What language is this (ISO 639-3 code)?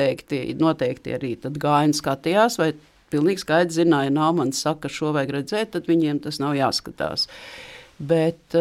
lav